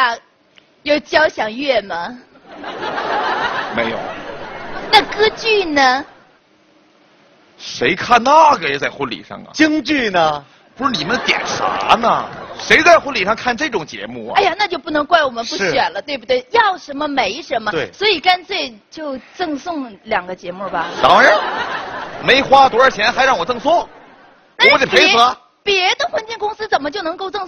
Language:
Chinese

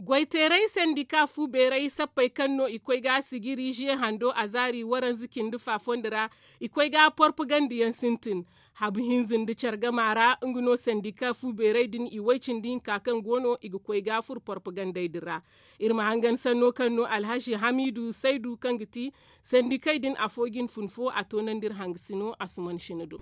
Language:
Zarma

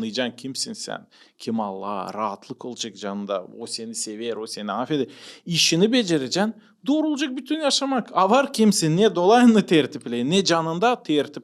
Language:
Gagauz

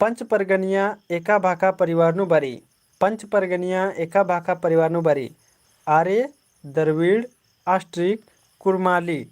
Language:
Kurukh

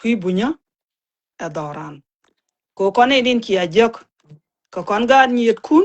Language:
Nuer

